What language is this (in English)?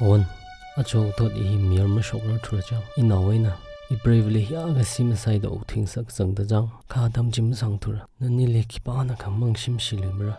Tangkhul Naga (India)